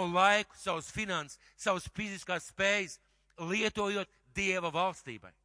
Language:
Latvian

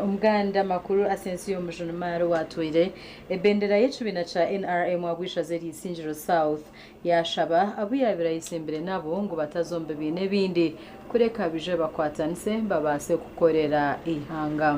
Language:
Nyankole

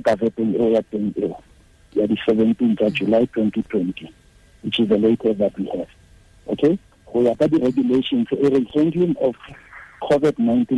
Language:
Tswana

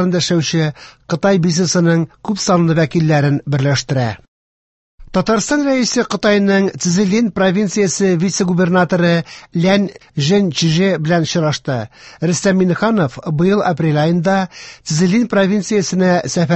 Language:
Tatar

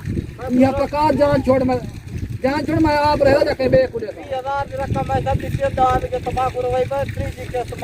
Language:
Saraiki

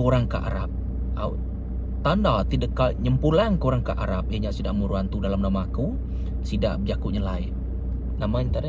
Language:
Iban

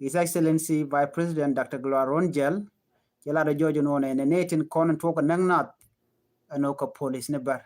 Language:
Nuer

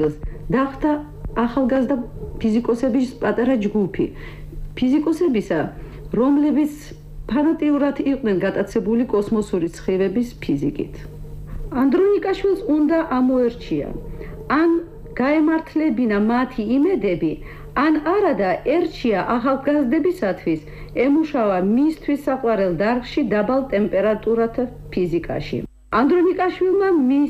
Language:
Georgian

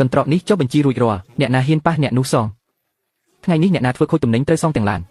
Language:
Khmer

